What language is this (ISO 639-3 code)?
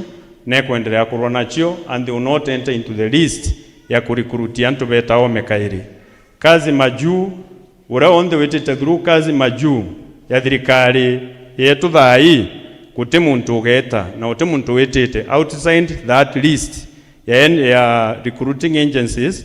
mer